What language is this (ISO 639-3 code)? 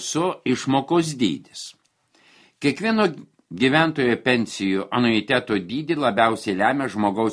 lit